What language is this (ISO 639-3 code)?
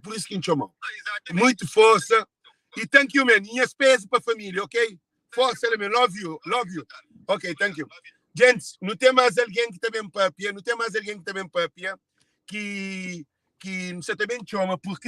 kea